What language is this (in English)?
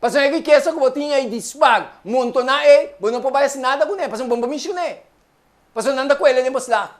Papiamento